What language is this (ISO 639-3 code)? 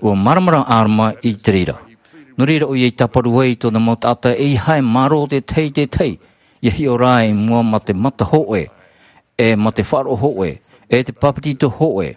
tah